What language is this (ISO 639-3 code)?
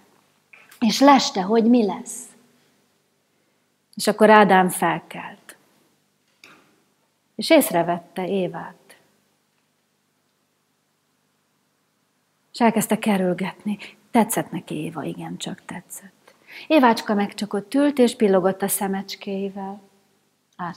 hun